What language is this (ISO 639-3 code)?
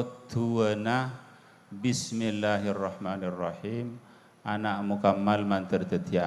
mad